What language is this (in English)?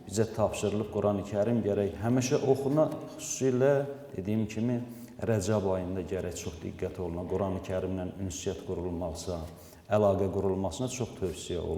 Azerbaijani